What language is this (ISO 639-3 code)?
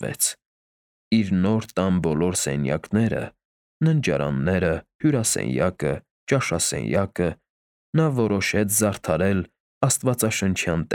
hye